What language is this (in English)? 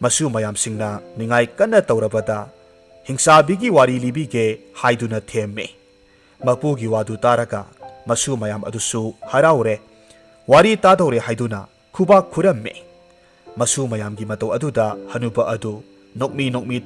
Manipuri